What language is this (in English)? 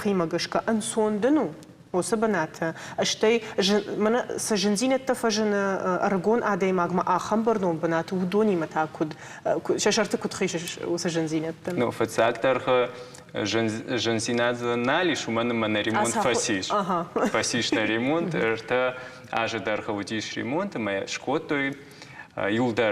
Ossetic